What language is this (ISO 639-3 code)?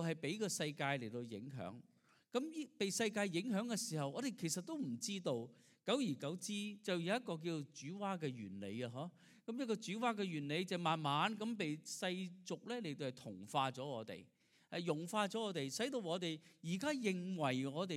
yue